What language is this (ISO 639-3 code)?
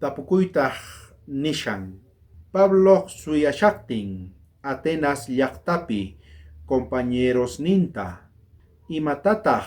quh